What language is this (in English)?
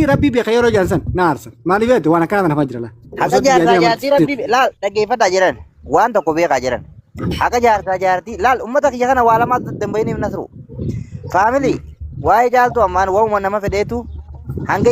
Oromo